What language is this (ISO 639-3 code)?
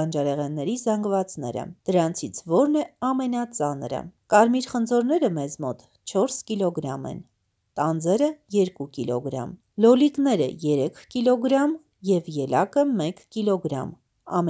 hye